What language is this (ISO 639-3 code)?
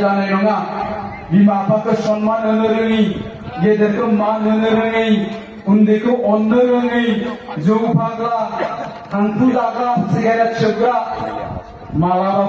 brx